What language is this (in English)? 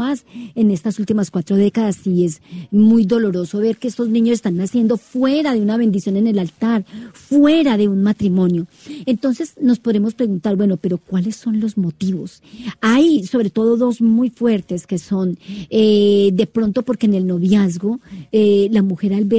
Spanish